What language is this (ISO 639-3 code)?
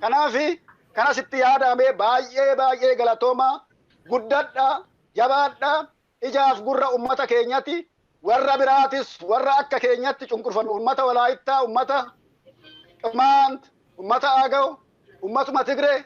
orm